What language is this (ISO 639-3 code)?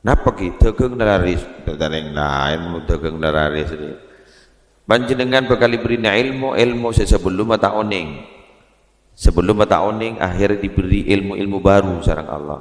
mad